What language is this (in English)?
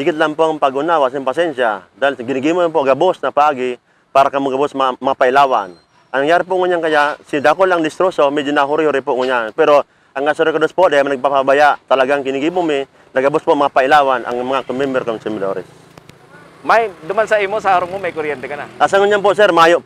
Bikol